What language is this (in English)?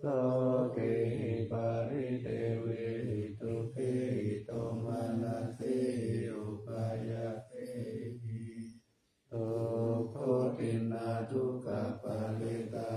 Pali